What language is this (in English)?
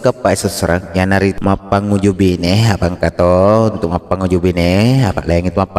Buginese